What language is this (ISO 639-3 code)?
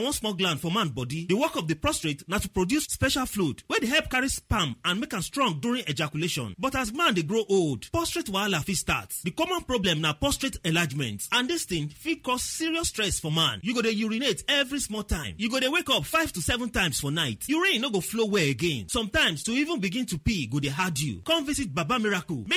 pcm